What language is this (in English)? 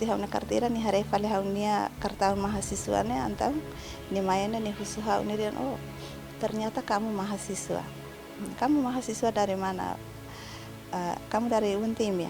Tetum